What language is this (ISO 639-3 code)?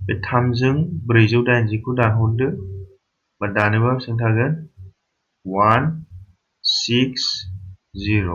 brx